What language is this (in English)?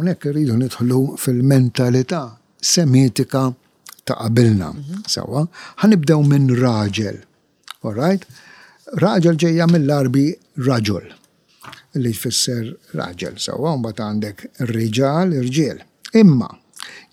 Maltese